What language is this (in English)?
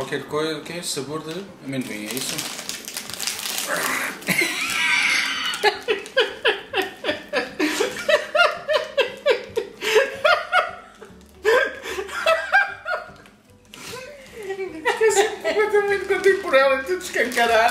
Portuguese